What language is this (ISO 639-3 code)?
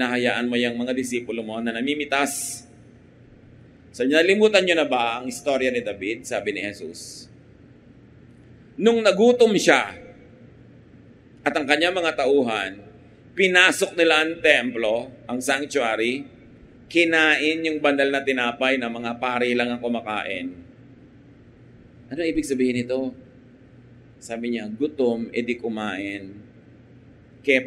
fil